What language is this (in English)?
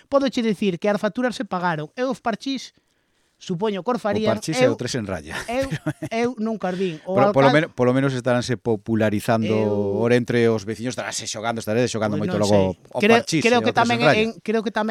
Galician